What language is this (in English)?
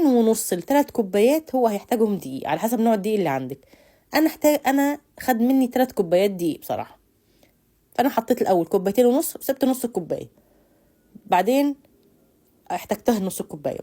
Egyptian Arabic